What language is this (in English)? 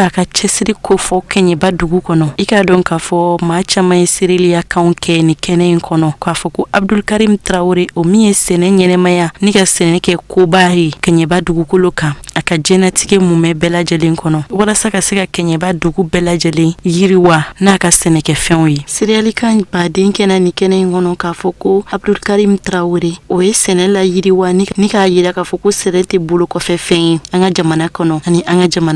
Bambara